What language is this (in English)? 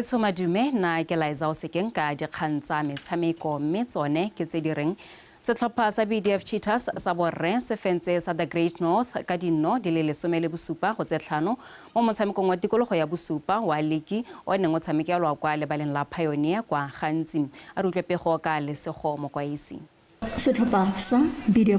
Tswana